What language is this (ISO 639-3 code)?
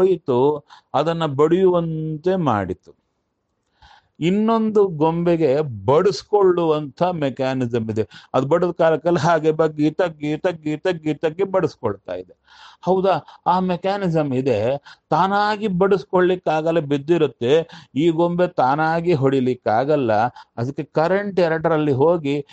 kan